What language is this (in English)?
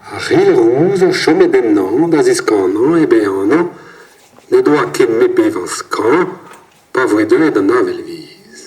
Breton